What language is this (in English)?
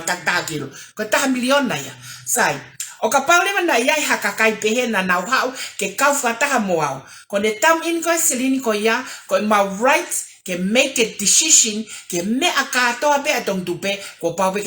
Tongan